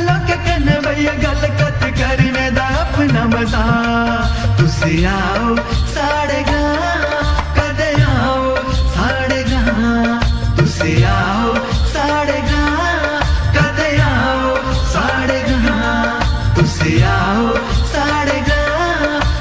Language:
Dogri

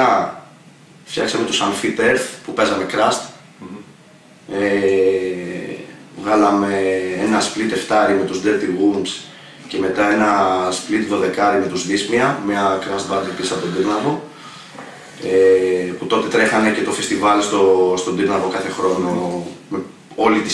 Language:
Greek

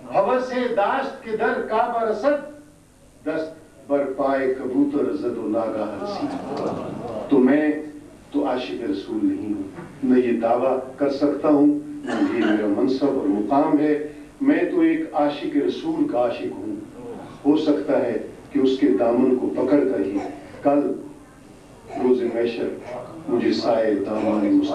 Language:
Urdu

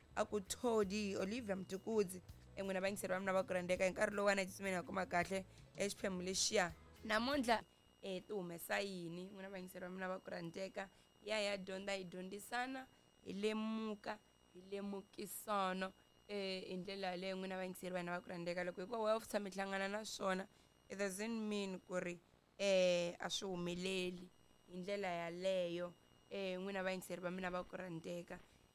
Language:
Tsonga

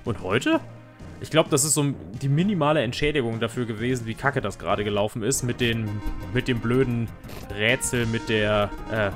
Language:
German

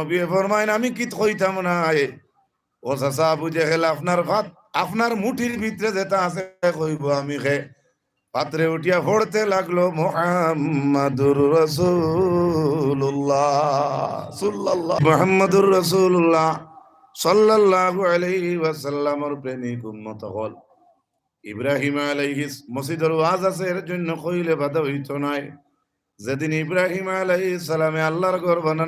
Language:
Sylheti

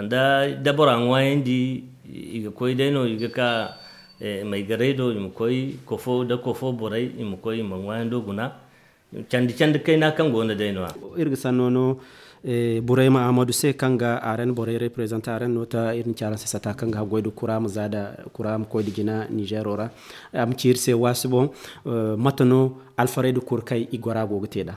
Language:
Zarma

